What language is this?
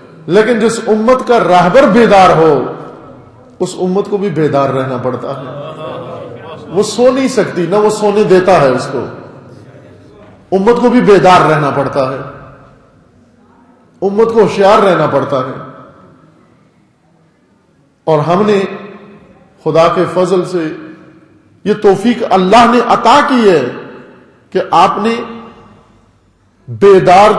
Urdu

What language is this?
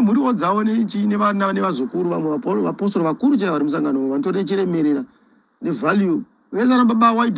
Shona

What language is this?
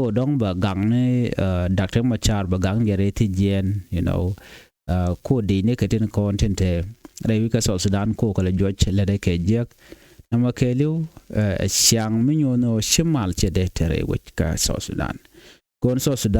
Nuer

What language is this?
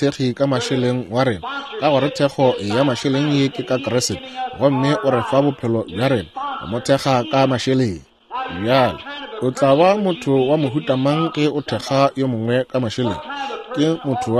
Northern Sotho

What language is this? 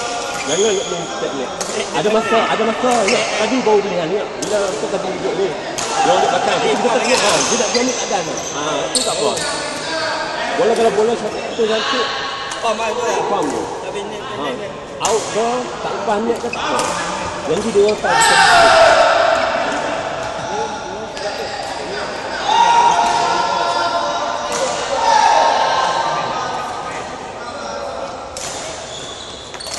Malay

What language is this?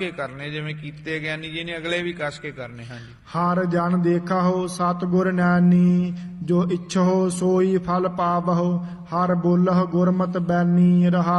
Punjabi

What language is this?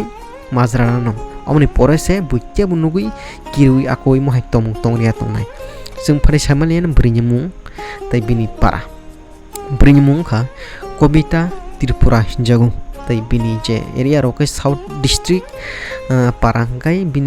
Kok Borok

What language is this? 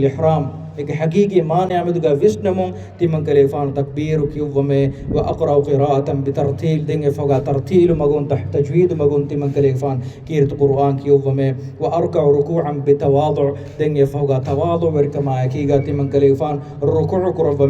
Divehi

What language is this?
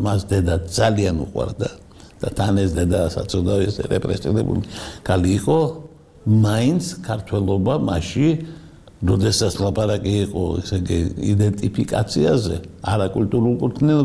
Georgian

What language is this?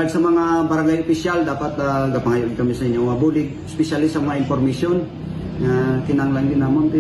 Hiligaynon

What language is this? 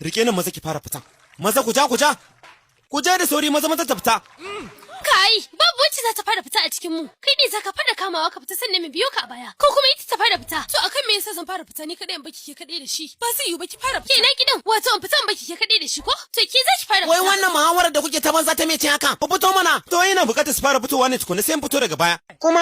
Hausa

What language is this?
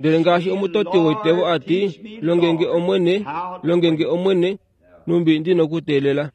Kuanyama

